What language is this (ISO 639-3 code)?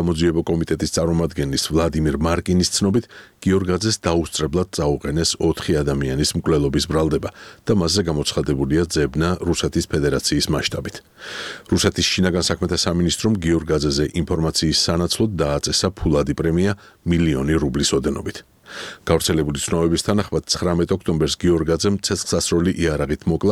kat